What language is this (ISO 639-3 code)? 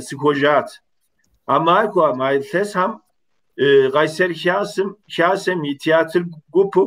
kbd